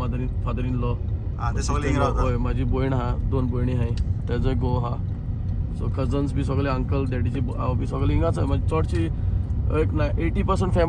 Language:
Konkani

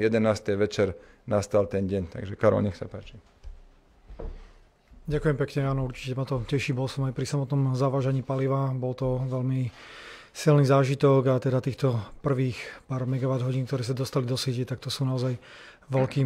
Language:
Slovak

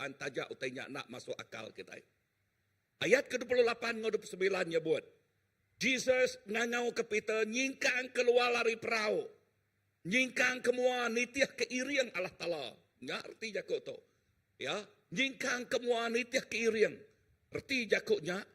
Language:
Iban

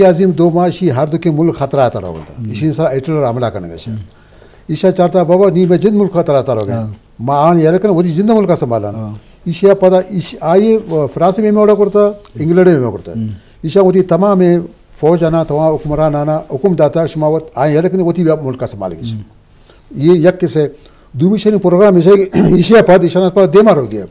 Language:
Eastern Balochi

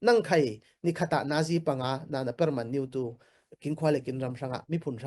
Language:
Falam Chin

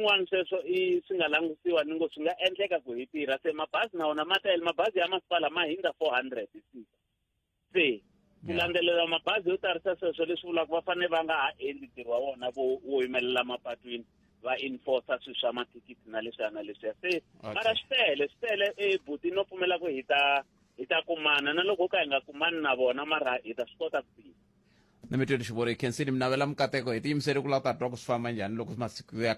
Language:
Tsonga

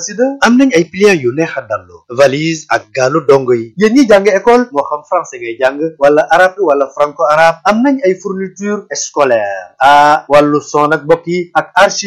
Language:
Wolof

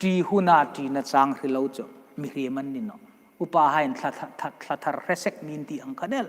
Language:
Hmar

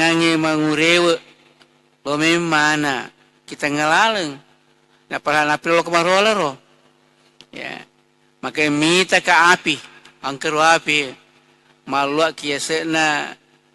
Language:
Buginese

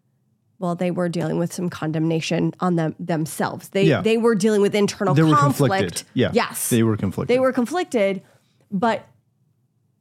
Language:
English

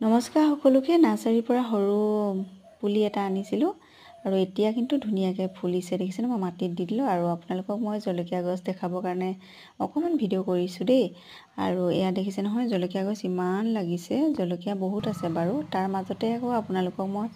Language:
Assamese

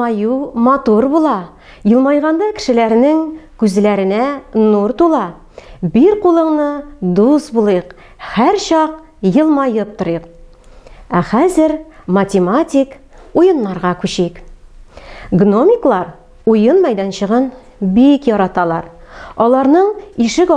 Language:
Tatar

